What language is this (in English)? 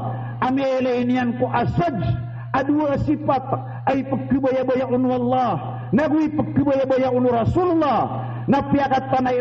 Maranao